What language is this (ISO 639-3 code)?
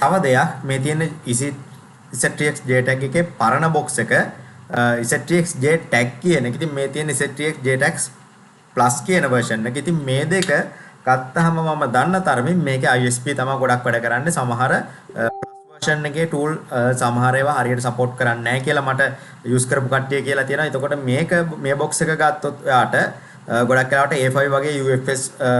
sin